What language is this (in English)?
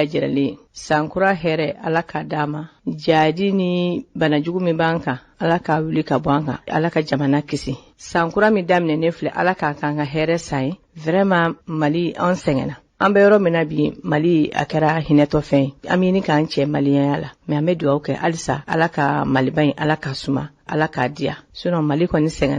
Bambara